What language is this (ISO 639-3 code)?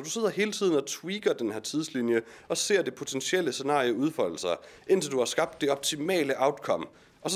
dan